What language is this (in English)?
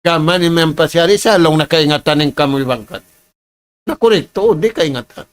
Tausug